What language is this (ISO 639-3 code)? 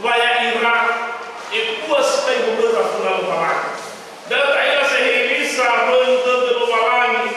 nia